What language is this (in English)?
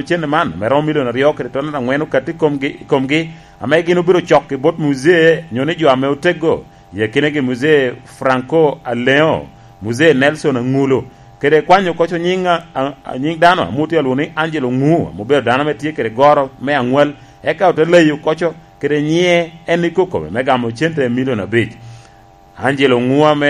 Lango (Uganda)